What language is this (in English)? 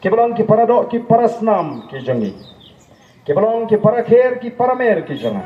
Khasi